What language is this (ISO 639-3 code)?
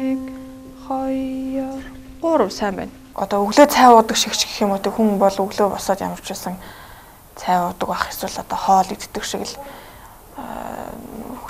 mon